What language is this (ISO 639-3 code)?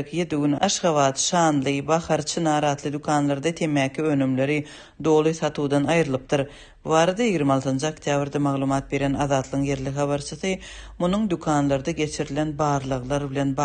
tuk